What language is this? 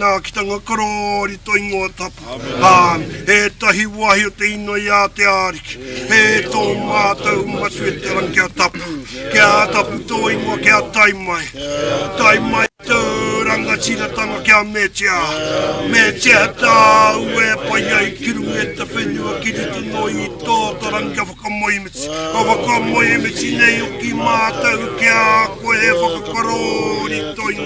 Māori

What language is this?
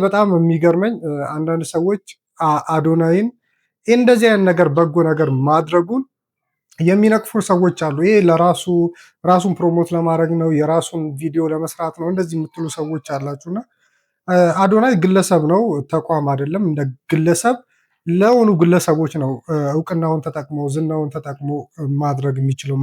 Amharic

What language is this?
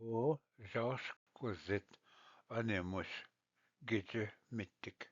Ojibwa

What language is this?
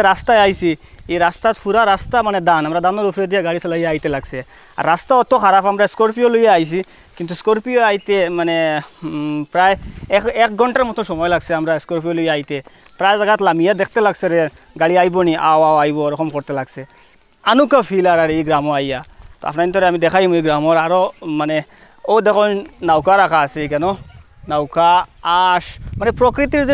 Sylheti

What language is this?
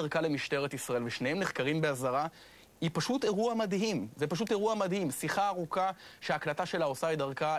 Hebrew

